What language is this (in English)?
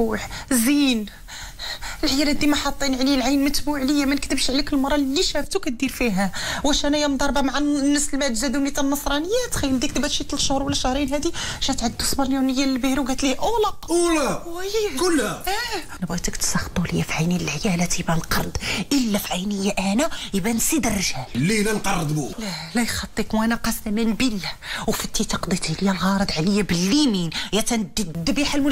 Moroccan Arabic